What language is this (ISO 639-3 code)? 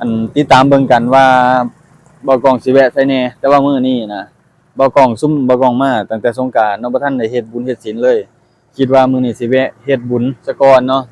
lao